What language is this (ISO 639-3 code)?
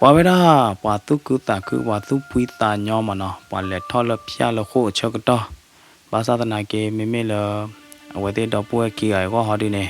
ksw